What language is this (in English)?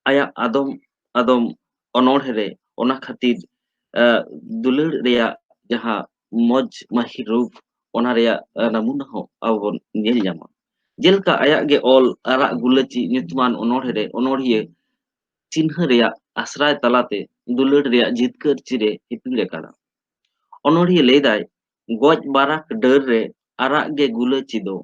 Santali